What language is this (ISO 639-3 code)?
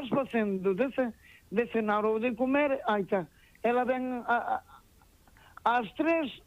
glg